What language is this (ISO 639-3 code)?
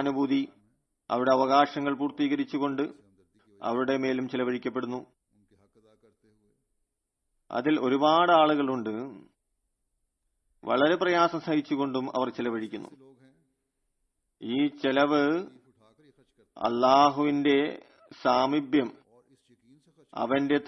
mal